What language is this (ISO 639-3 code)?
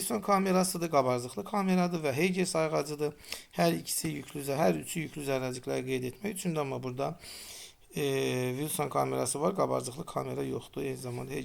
aze